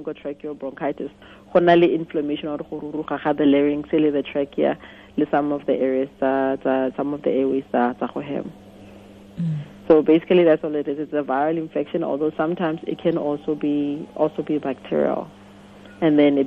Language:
Tswana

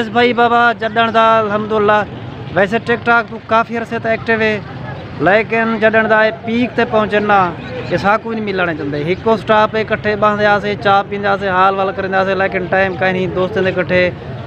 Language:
Saraiki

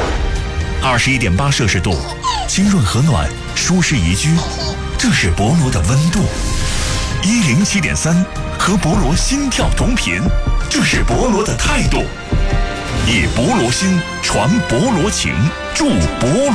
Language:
Chinese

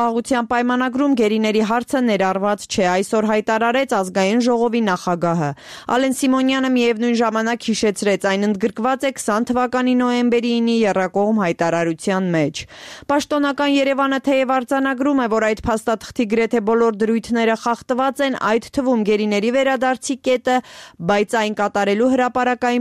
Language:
Armenian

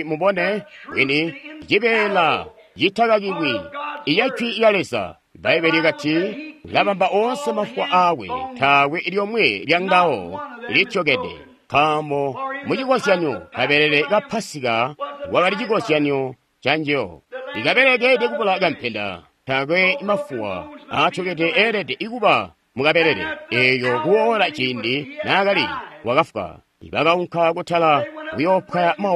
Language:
Tonga (Zambia)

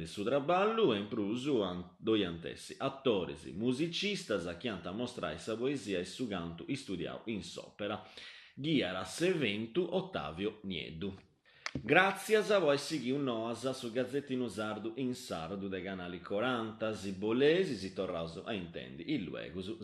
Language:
Sardinian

